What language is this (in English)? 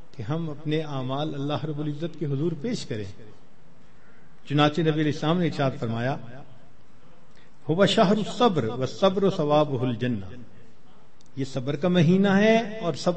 Urdu